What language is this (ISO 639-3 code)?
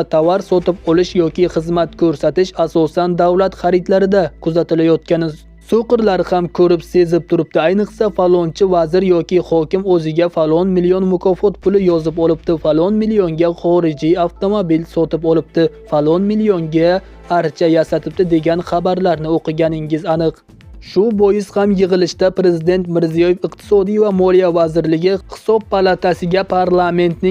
uzb